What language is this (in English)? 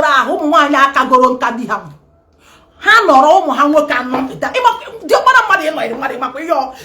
Igbo